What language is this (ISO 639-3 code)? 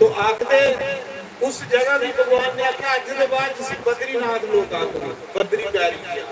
doi